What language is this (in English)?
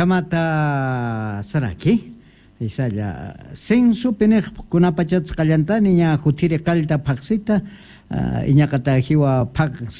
South Bolivian Quechua